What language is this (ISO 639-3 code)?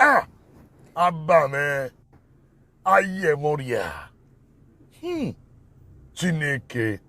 pcm